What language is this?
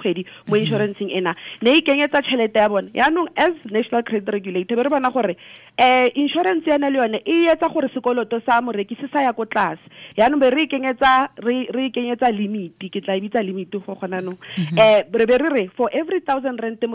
Tswana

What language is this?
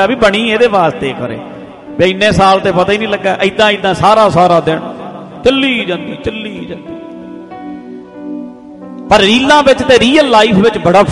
Punjabi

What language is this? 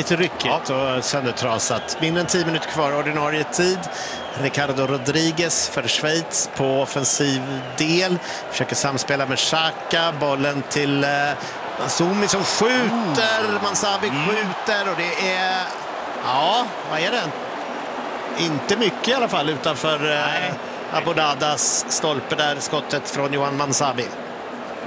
Swedish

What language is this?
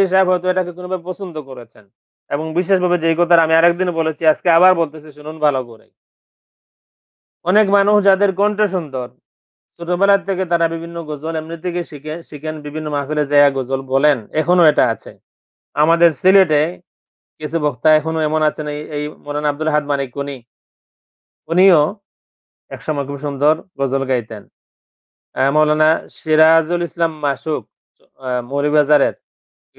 Bangla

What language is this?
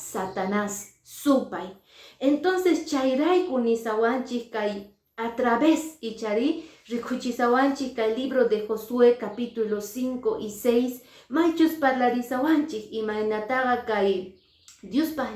Quechua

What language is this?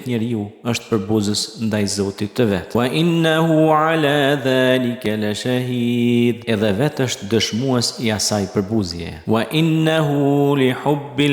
Albanian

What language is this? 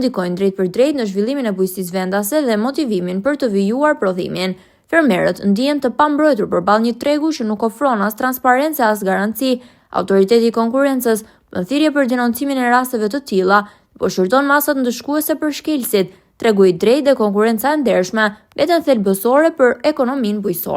Albanian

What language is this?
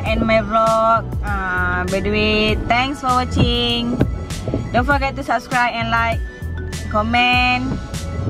Malay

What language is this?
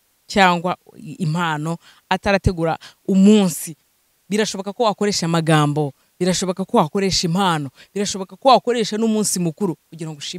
Kinyarwanda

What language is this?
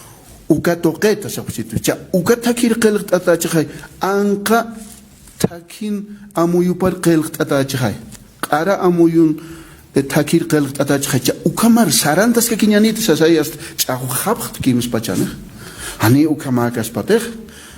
Aymara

